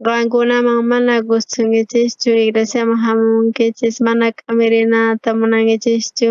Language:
South Bolivian Quechua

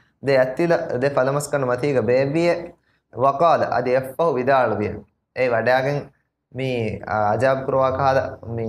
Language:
Divehi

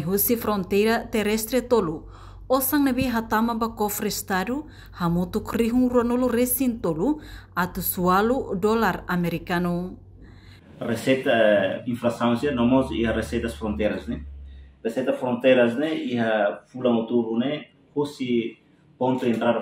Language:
Tetum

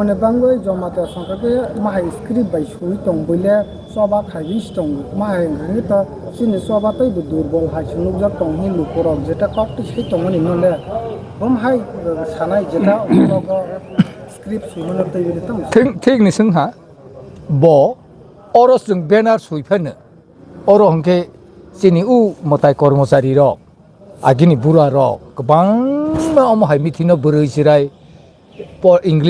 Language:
Riang (India)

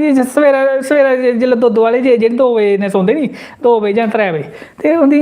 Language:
Dogri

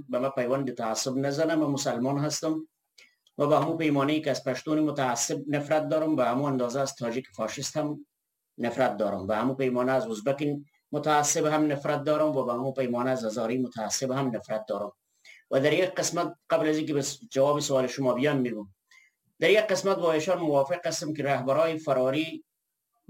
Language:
Persian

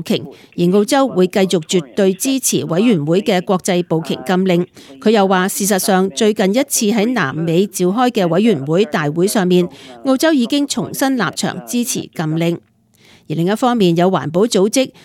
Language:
Cantonese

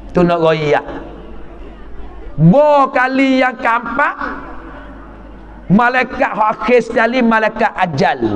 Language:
Pattani Malay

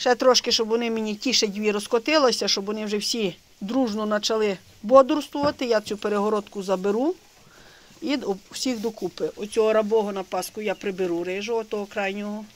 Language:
Ukrainian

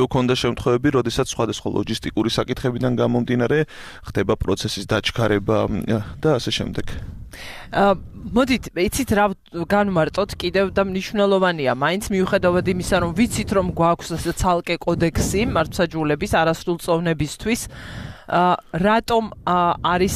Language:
Georgian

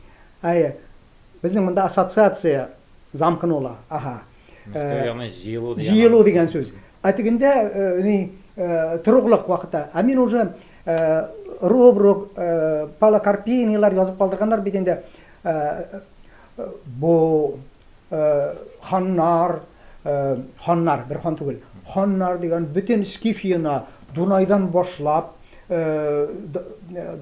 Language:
Tatar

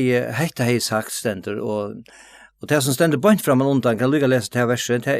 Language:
Faroese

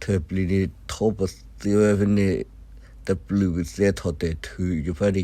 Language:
S'gaw Karen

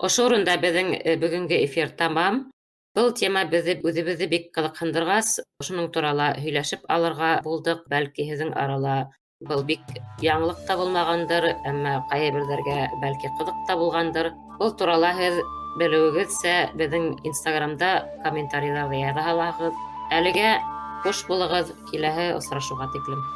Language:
Bashkir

